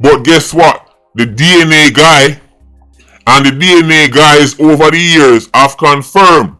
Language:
Jamaican Creole English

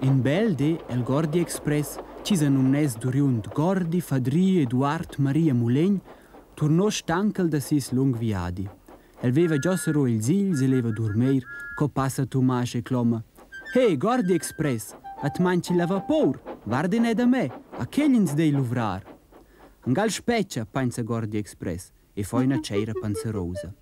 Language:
Romansh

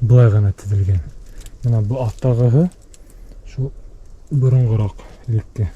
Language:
Bashkir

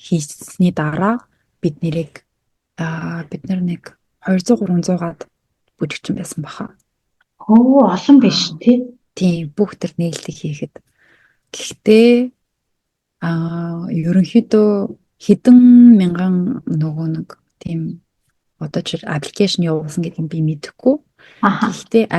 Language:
Mongolian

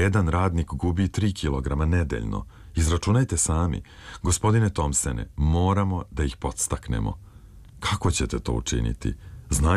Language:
Serbian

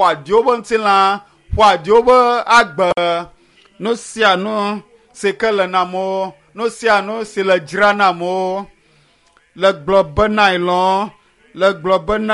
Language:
Ewe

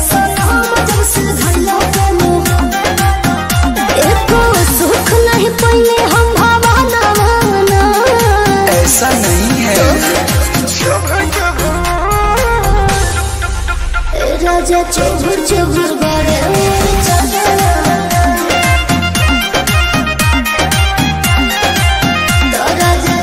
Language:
Bhojpuri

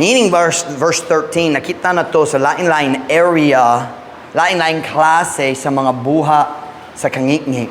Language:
Cebuano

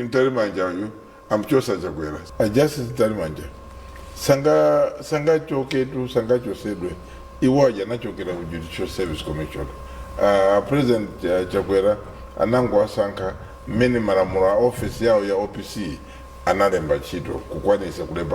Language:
Nyanja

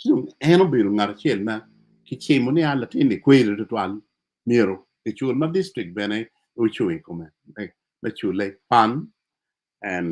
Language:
Acoli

